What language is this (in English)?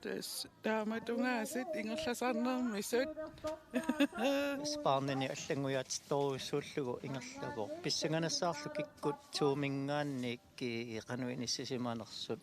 Kalaallisut